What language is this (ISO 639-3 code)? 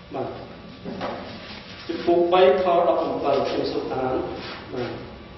khm